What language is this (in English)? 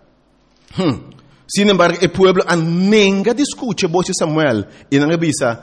Papiamento